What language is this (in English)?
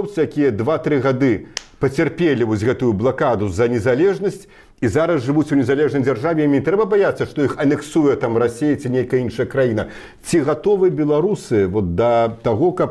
Belarusian